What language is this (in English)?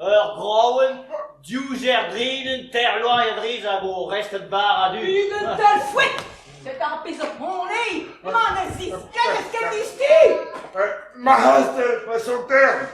Breton